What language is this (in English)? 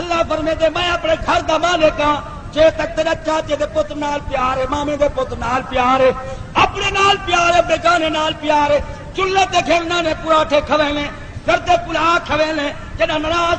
Saraiki